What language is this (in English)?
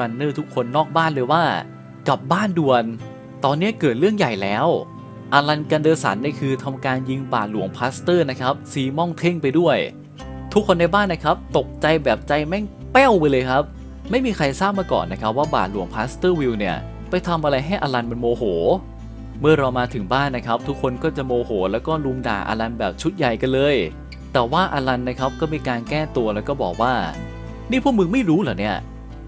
Thai